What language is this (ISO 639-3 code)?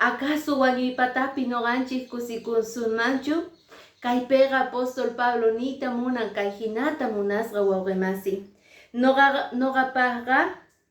que